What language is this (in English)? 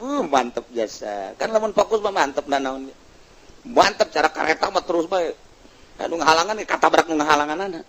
Sundanese